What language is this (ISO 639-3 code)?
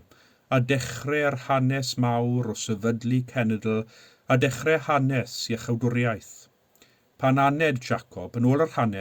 cym